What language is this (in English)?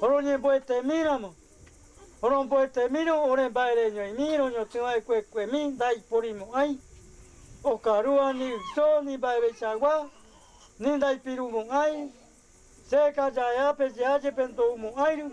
Guarani